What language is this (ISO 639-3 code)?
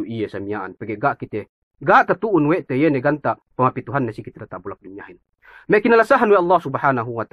yka